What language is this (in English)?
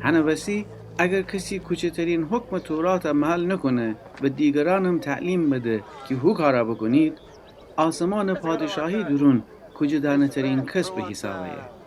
Gilaki